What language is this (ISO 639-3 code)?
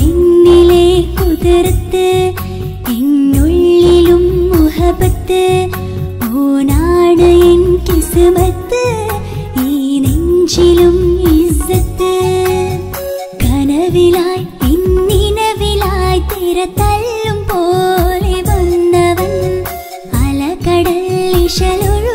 mal